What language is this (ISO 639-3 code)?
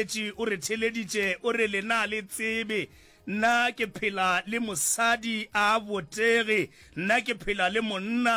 nso